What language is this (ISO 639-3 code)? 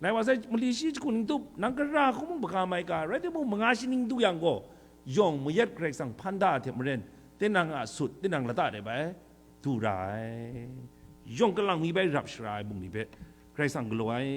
kac